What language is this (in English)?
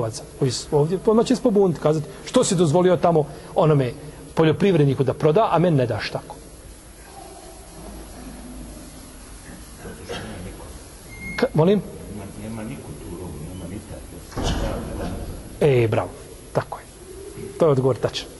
Bosnian